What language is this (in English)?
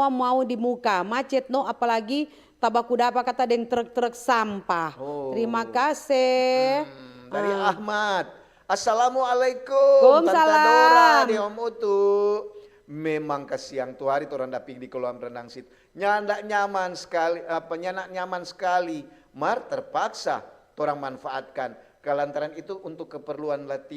Manado Malay